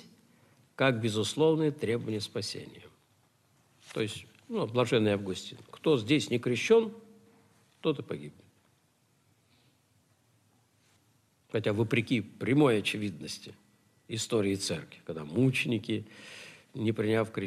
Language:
Russian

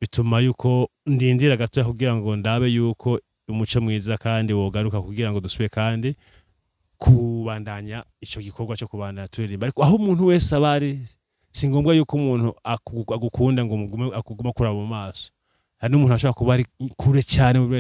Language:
Rundi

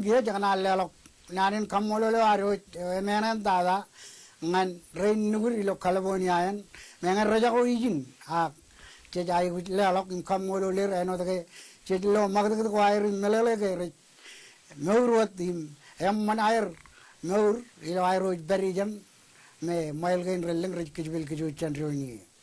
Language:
Marshallese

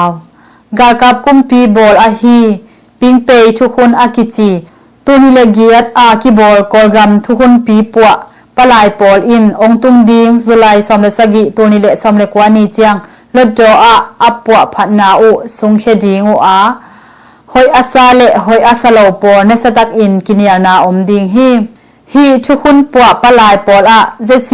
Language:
Tedim Chin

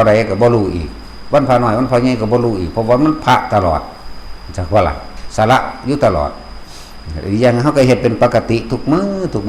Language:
Lao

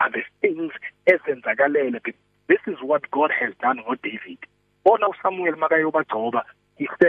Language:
English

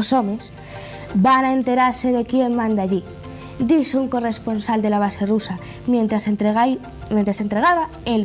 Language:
Asturian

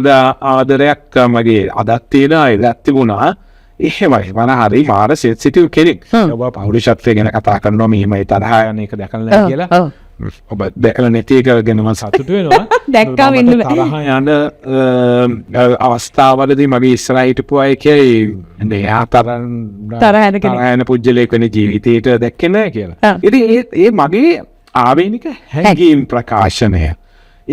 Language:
Sinhala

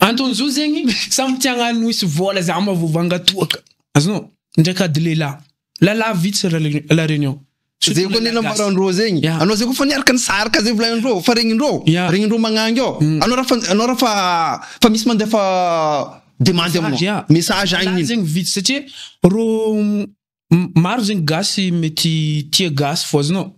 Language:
Malagasy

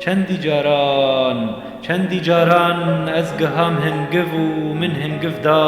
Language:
Kurdish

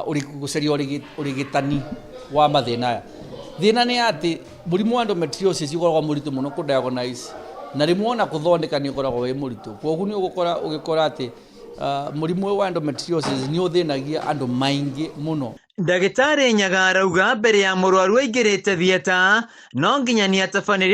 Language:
Kikuyu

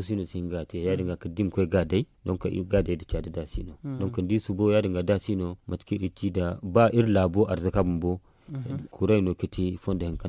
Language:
Zarma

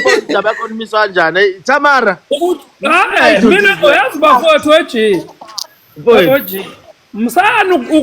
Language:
Zulu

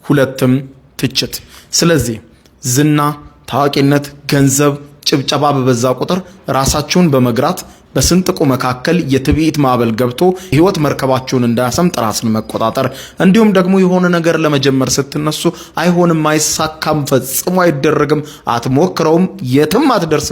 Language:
Amharic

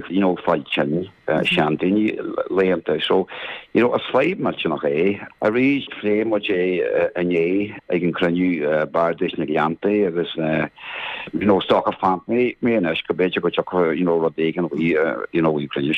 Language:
Irish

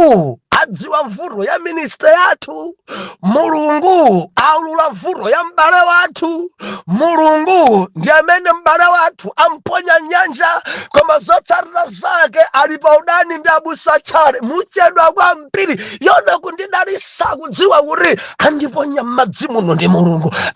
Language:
Nyanja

